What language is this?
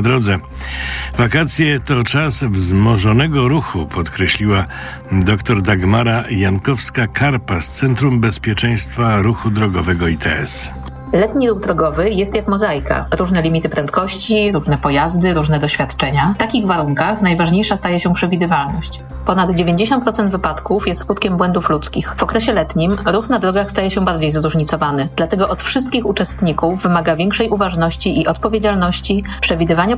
Polish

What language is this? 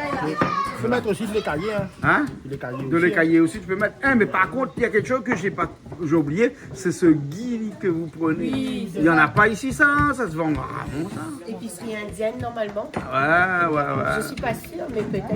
Réunion Creole French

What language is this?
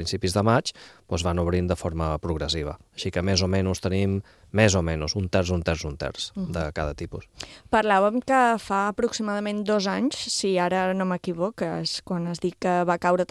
Catalan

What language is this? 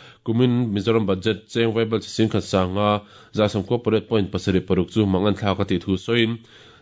Mizo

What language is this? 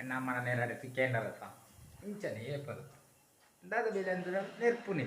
Tulu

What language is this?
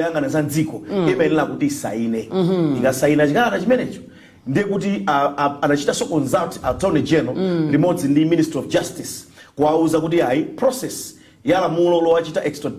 Nyanja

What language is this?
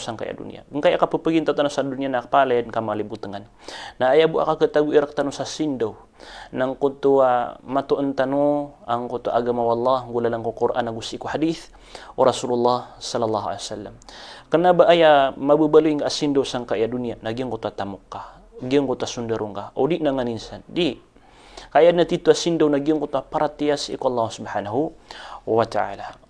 Maranao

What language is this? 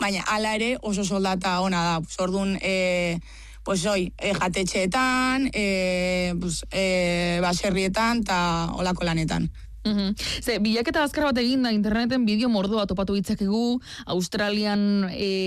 Basque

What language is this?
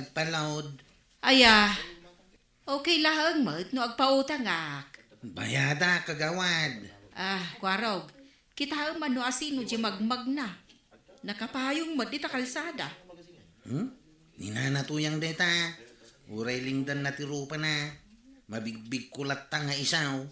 Iloko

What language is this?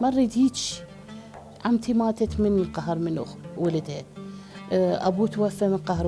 Mesopotamian Arabic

